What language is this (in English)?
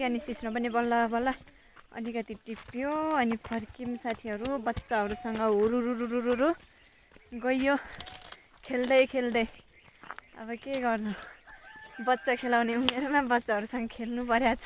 Nepali